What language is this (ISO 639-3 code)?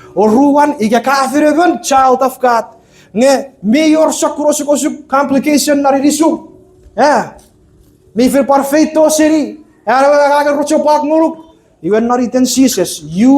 chk